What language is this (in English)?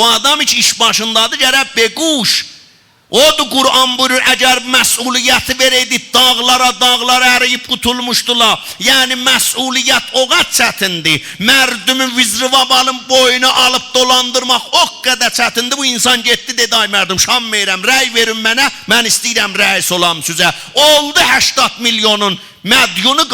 South Azerbaijani